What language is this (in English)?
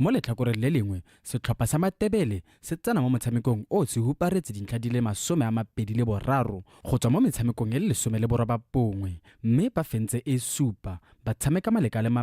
Tswana